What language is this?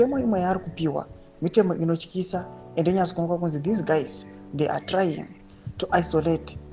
Shona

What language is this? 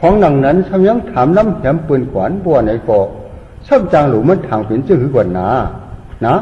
Shan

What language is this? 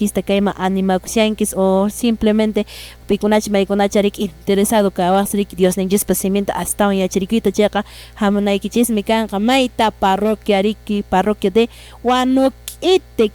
Quechua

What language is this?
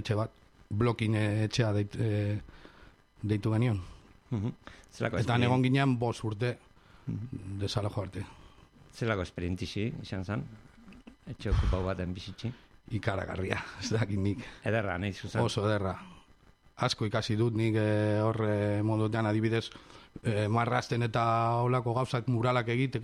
Basque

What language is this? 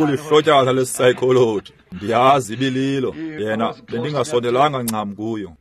Xhosa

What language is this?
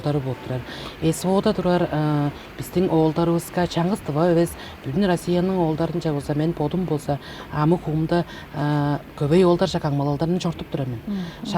Tuvinian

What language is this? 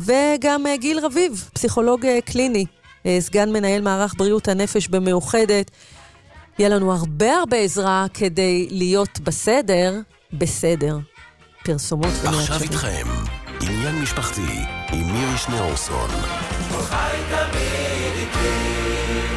Hebrew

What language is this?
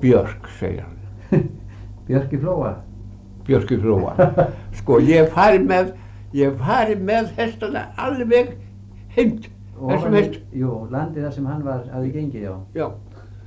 Icelandic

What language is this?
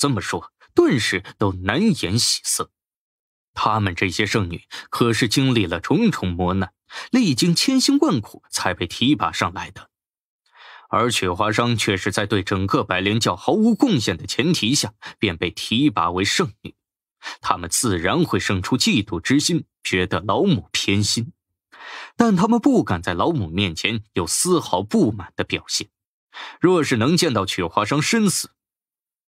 Chinese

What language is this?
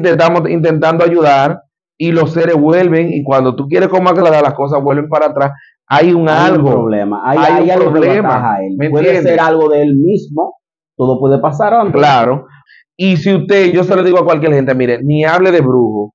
Spanish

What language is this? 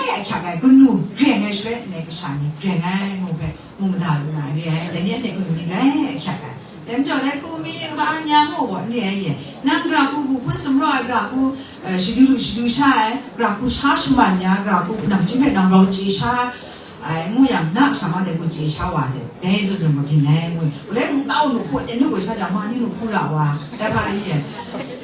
Kachin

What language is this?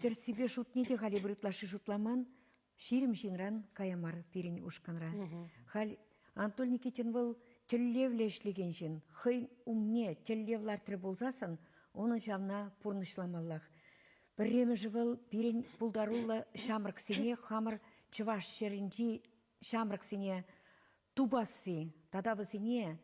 Chuvash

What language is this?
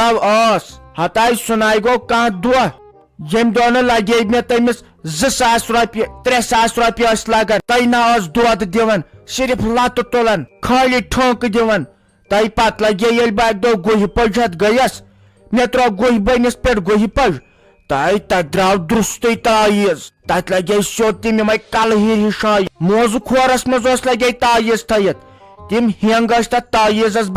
Kashmiri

